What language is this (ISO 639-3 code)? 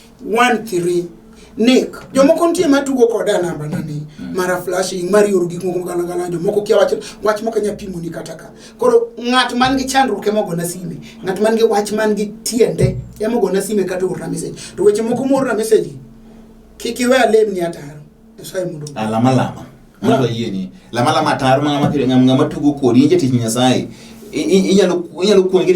luo